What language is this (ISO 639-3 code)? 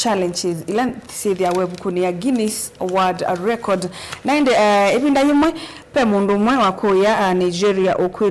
kam